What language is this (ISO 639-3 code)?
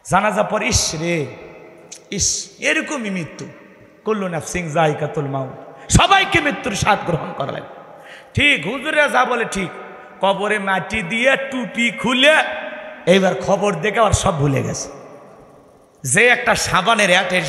ben